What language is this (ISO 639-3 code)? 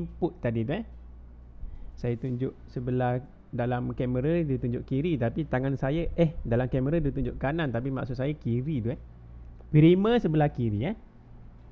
msa